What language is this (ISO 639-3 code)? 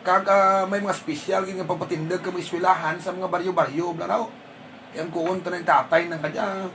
hil